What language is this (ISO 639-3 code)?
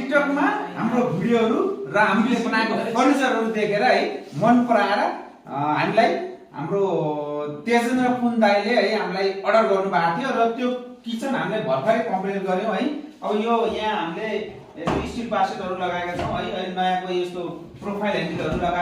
nep